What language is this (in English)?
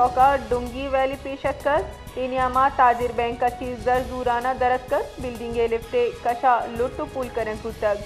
Baluchi